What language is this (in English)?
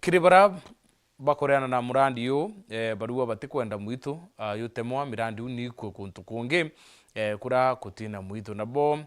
Meru